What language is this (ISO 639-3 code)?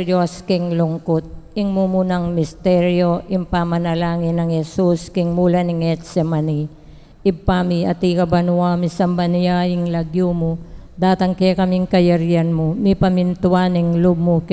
pam